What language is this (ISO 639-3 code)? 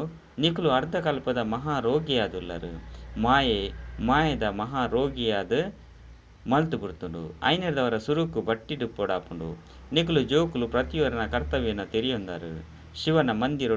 tcy